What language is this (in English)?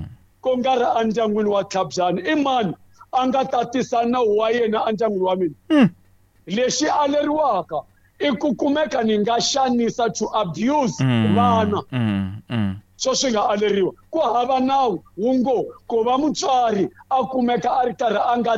Tsonga